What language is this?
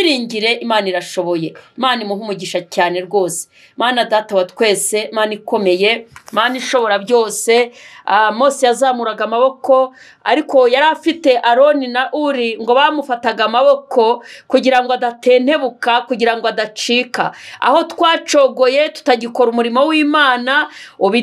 Kinyarwanda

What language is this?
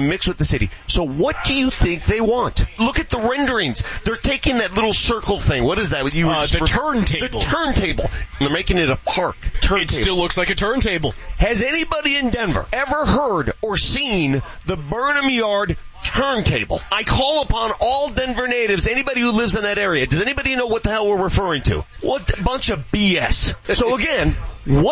English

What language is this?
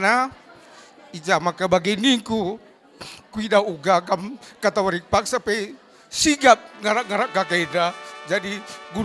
Batak Karo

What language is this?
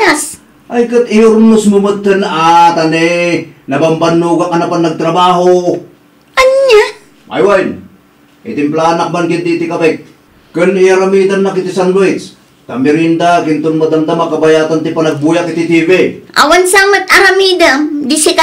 Iloko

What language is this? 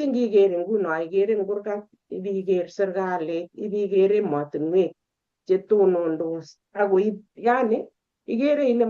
Kalenjin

